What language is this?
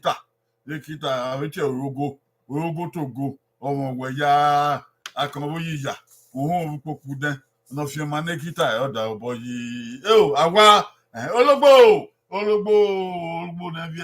Bini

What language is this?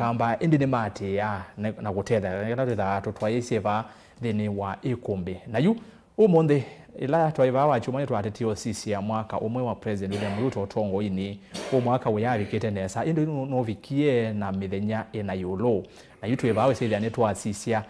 Kamba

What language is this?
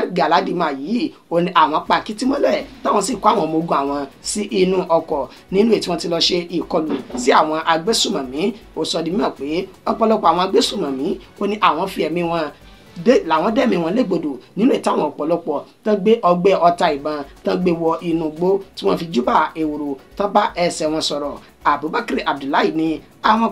Yoruba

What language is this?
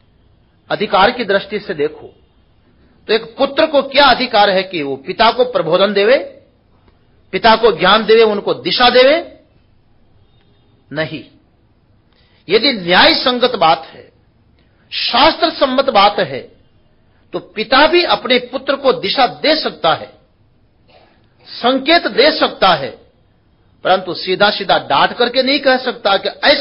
Hindi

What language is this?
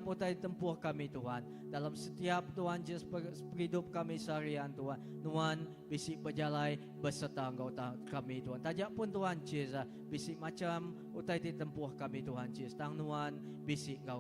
Iban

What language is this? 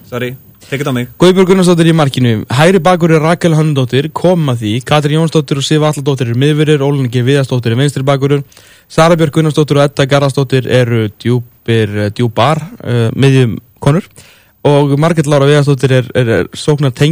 Icelandic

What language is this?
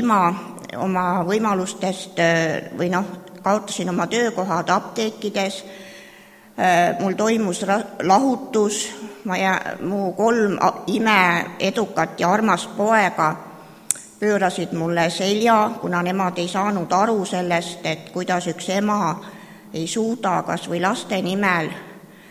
Estonian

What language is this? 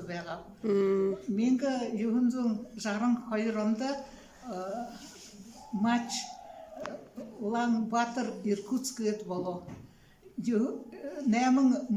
Buriat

